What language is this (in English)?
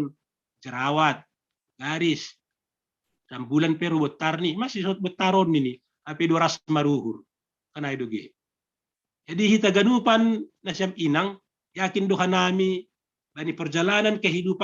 Batak Simalungun